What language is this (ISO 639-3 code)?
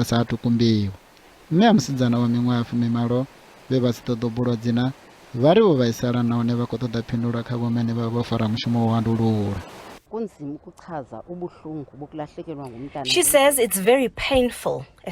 ven